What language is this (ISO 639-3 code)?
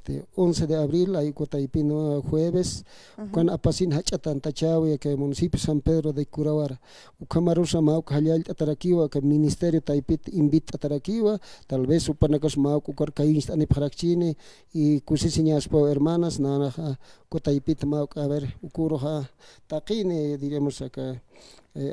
aym